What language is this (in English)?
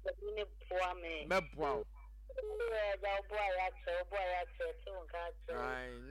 Akan